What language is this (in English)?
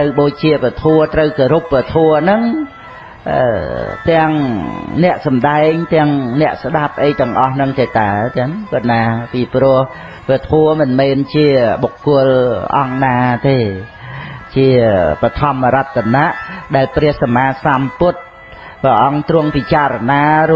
Khmer